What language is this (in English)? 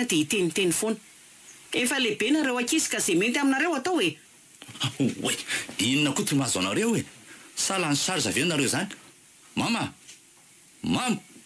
Malagasy